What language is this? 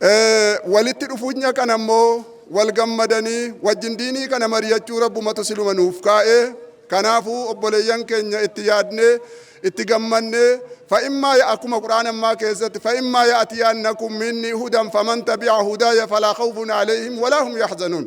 Oromo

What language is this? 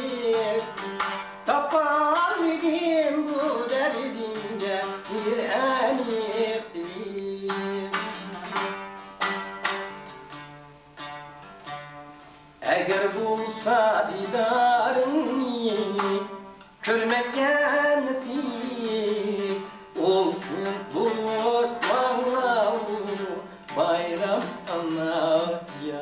Turkish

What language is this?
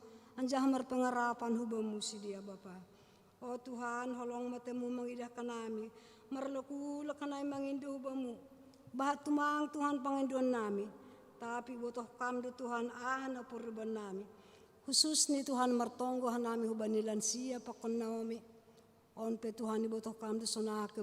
Batak Simalungun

